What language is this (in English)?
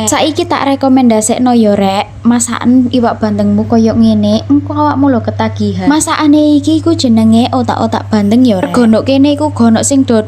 Javanese